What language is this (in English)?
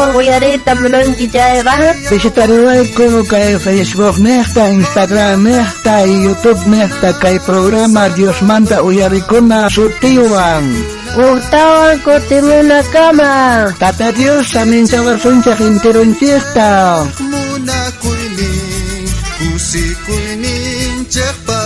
South Bolivian Quechua